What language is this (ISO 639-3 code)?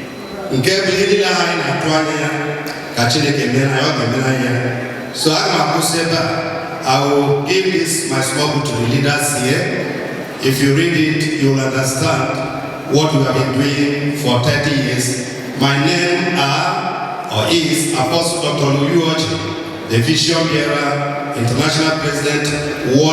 ibo